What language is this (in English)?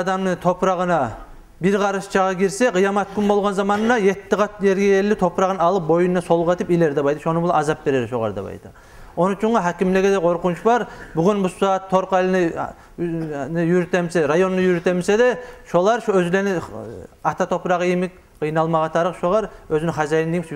Kumyk